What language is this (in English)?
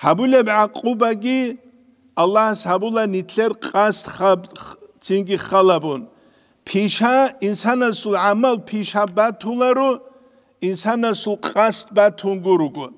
Avaric